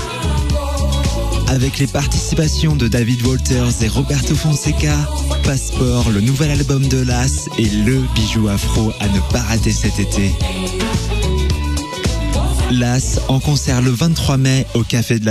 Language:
French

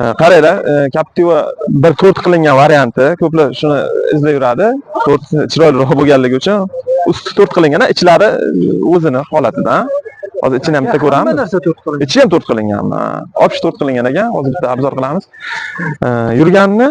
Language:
Uzbek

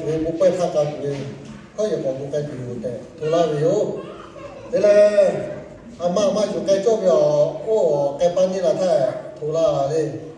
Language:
Lahu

